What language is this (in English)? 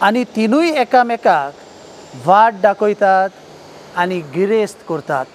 Konkani